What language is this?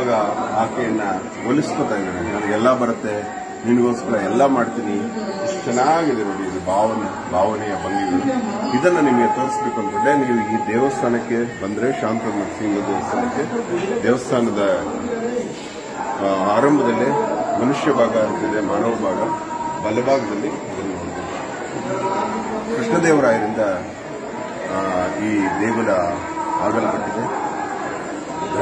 Kannada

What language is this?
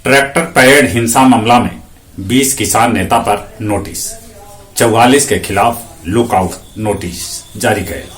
Magahi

